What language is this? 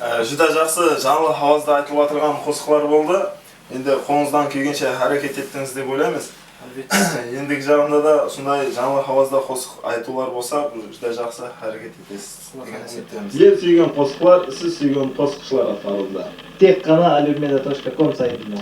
Kara-Kalpak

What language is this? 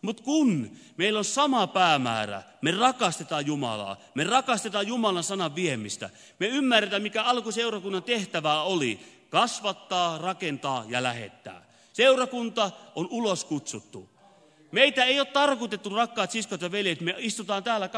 Finnish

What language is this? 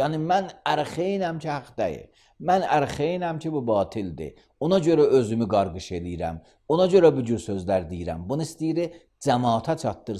Azerbaijani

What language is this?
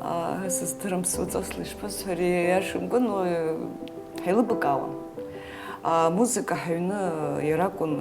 Abkhazian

